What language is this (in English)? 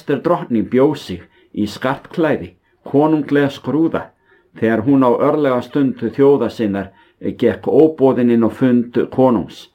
Icelandic